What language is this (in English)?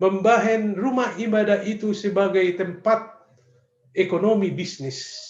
Batak Simalungun